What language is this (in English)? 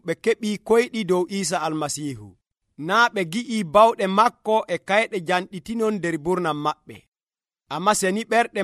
Nigerian Fulfulde